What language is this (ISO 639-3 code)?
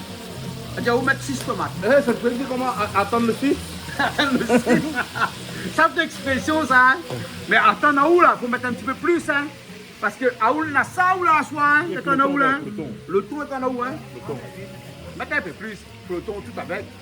rcf